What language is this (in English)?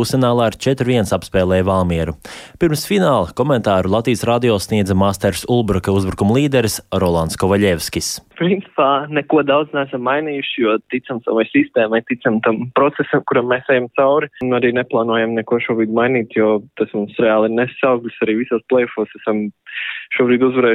Latvian